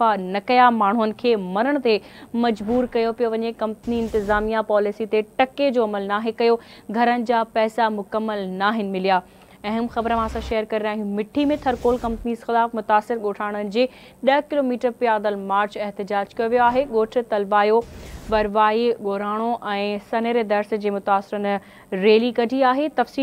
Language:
Sindhi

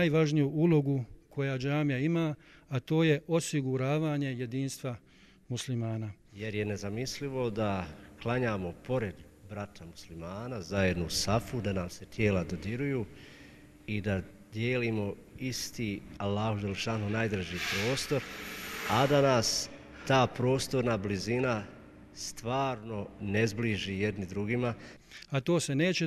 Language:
Bosnian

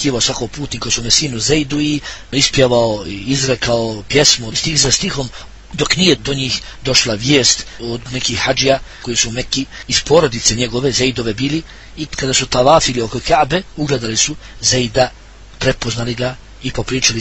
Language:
Bosnian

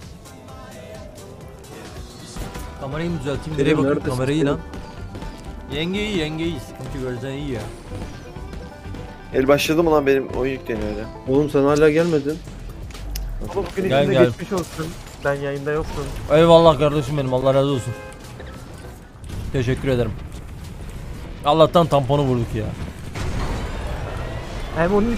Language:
Turkish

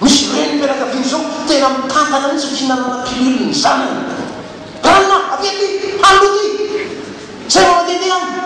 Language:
Malagasy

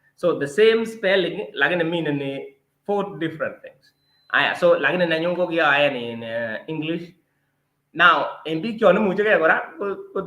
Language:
Kalenjin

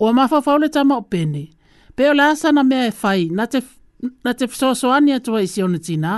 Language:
Samoan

